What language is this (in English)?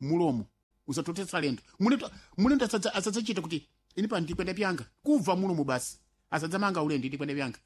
Sena